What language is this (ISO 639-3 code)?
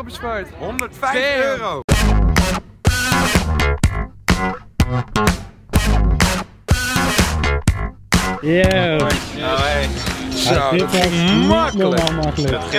nld